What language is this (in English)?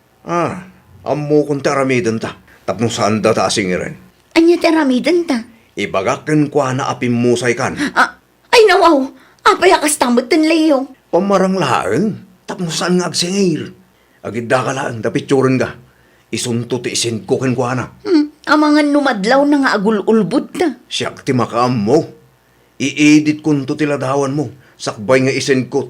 Iloko